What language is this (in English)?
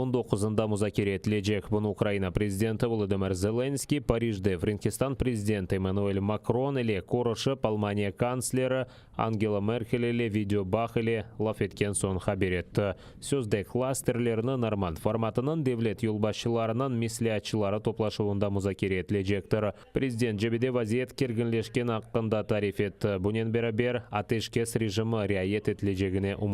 Crimean Tatar